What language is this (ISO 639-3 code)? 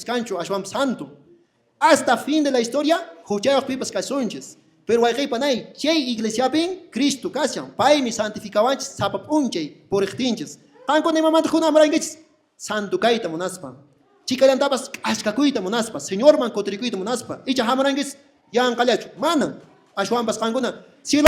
que